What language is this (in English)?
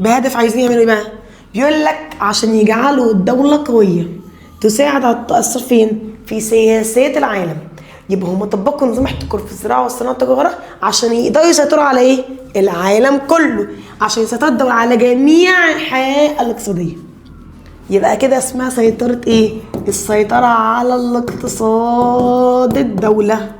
Egyptian Arabic